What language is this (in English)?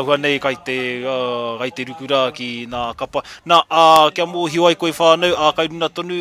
Māori